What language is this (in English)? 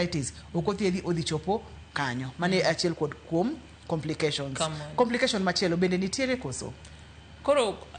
Luo (Kenya and Tanzania)